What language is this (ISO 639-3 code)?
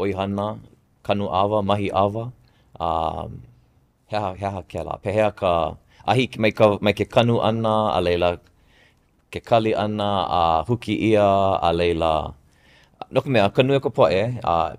haw